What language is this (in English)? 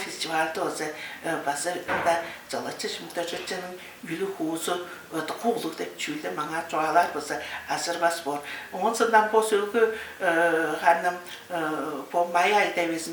Tuvinian